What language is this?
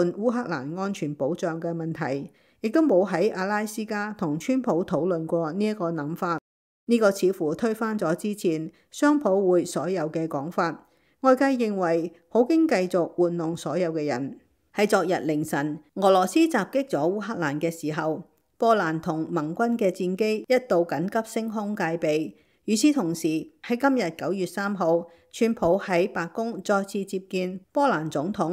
Cantonese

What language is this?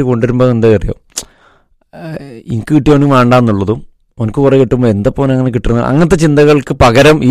Malayalam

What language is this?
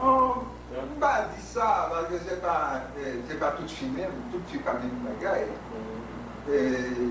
Haitian Creole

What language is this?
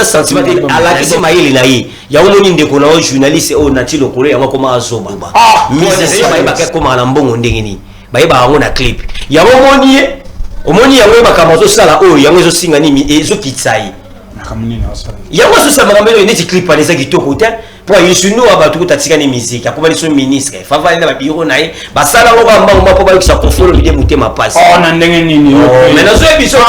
Lingala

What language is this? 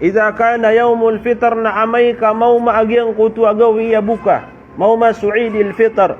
Maranao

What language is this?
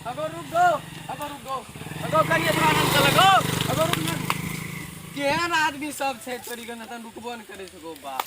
Maithili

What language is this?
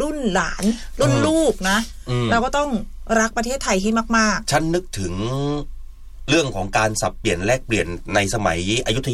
Thai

